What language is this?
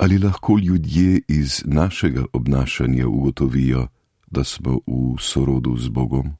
Slovenian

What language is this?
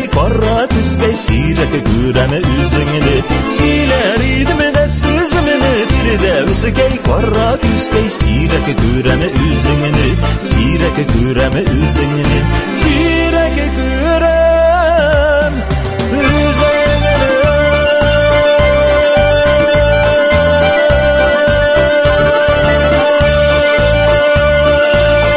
Tatar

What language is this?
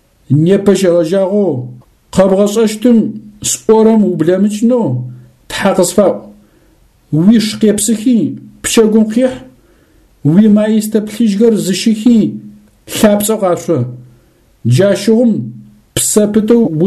Adyghe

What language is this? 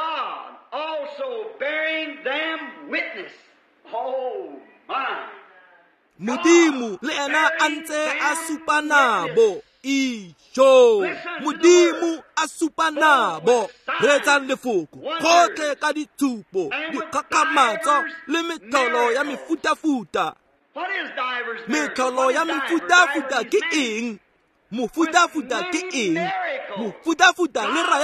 Tswana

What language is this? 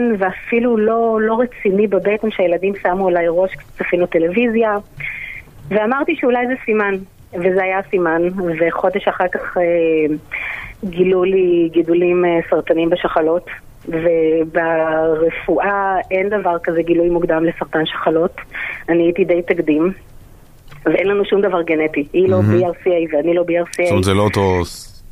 Hebrew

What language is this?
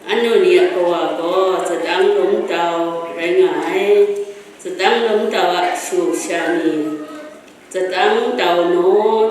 Kachin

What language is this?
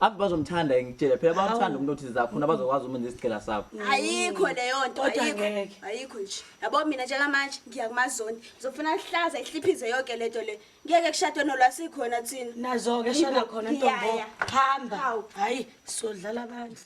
Zulu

